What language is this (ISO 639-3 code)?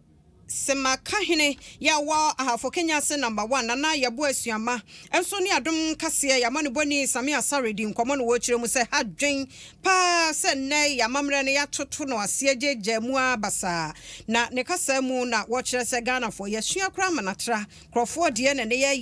aka